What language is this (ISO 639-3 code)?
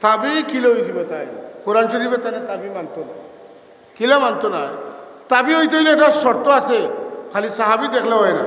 syl